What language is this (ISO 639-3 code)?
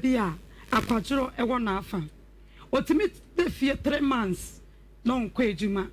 aka